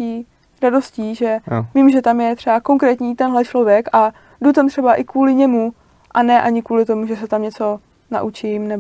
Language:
Czech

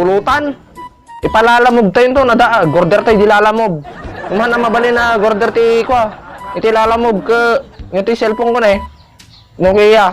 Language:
Iloko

